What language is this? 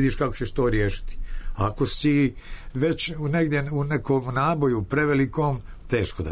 Serbian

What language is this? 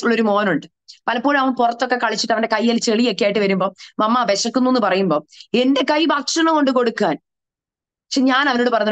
Malayalam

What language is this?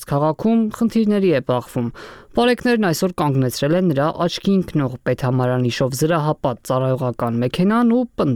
Armenian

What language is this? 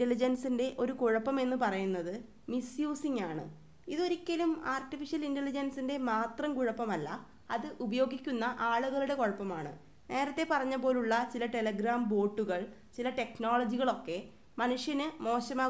Malayalam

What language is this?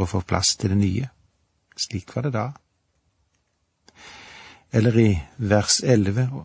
Norwegian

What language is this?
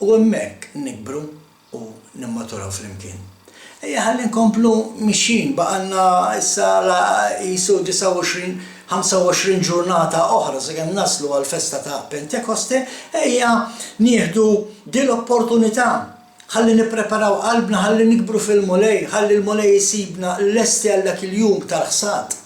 Maltese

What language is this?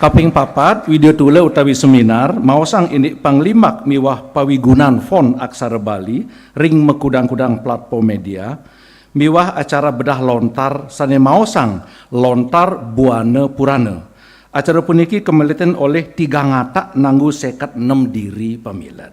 Balinese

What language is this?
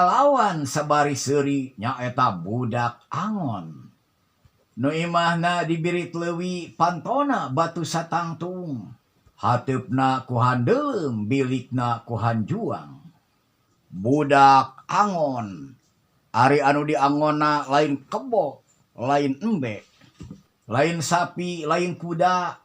Sundanese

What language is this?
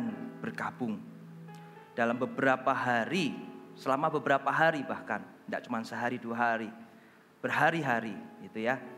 Indonesian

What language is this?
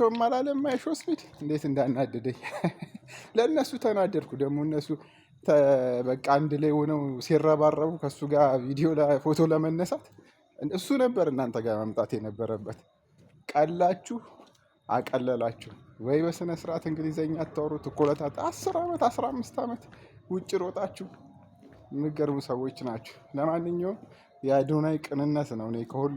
Amharic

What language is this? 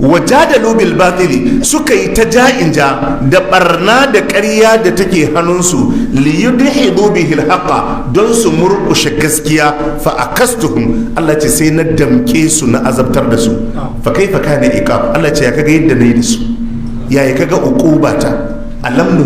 Hausa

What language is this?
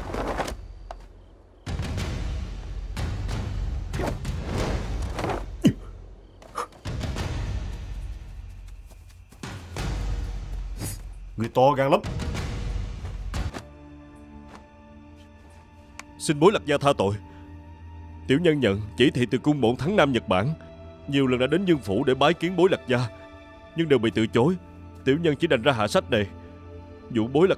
Vietnamese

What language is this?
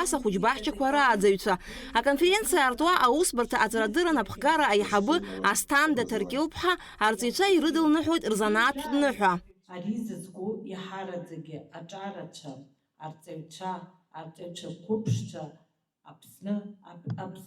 Abkhazian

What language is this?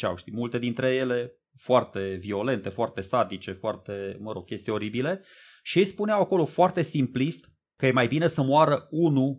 Romanian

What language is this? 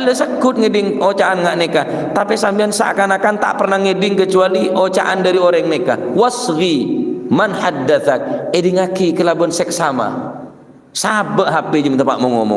Madurese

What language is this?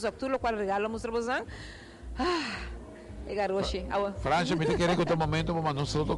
Papiamento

